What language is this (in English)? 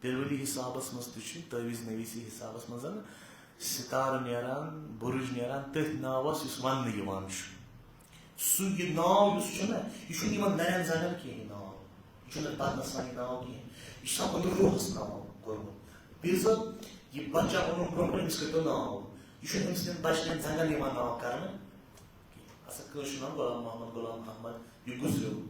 Kashmiri